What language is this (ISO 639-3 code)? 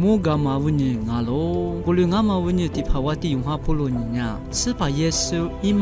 lis